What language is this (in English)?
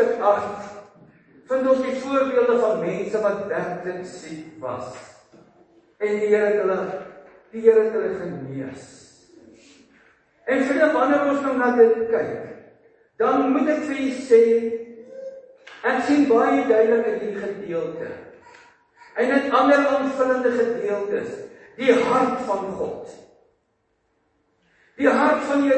Afrikaans